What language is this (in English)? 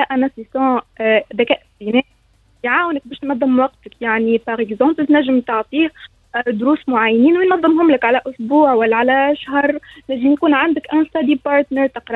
Tunisian Arabic